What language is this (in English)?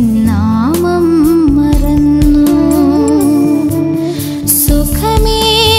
Malayalam